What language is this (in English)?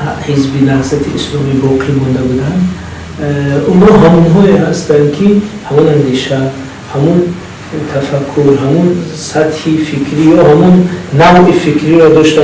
Tajik